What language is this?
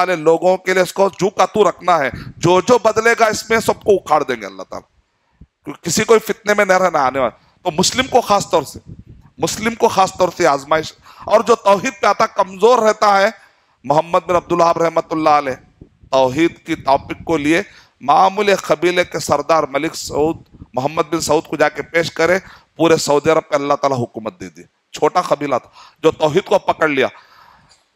Urdu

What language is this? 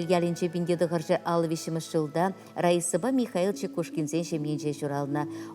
Chuvash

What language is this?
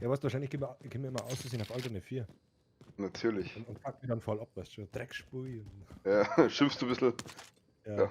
Bavarian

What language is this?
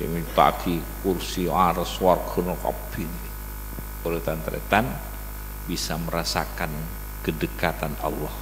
Madurese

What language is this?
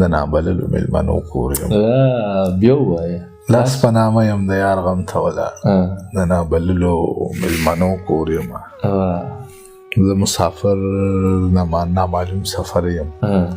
Pashto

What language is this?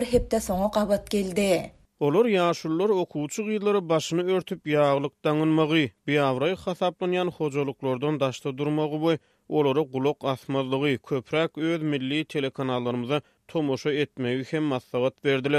Turkmen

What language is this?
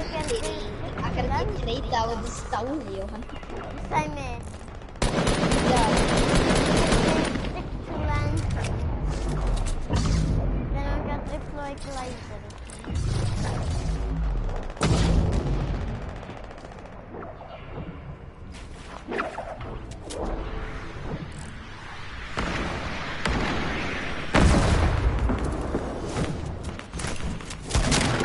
Icelandic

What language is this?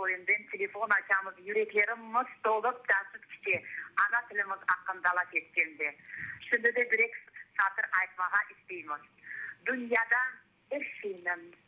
Crimean Tatar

